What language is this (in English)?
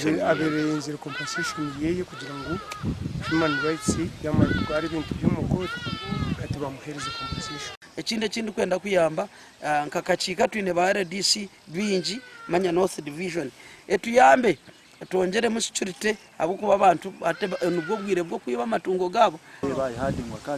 Nyankole